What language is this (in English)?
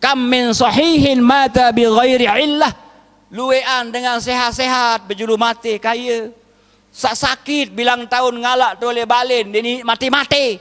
Sasak